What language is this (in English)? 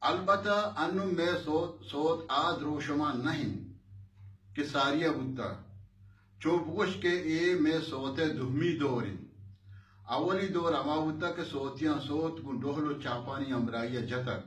Baluchi